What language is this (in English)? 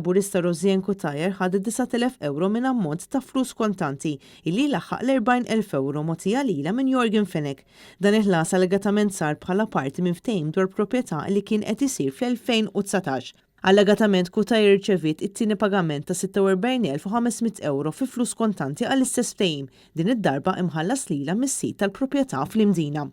Maltese